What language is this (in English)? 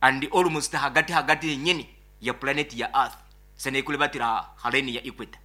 Nyoro